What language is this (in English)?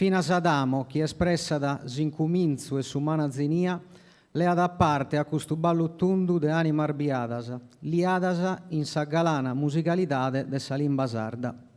Sardinian